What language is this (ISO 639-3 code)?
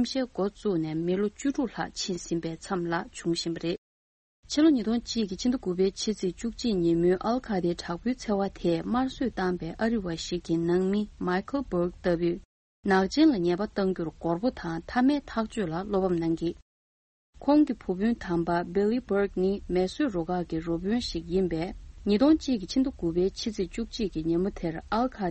bod